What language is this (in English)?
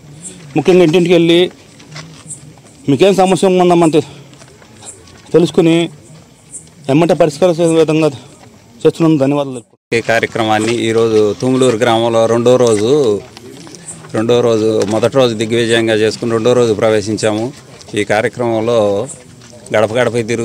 Telugu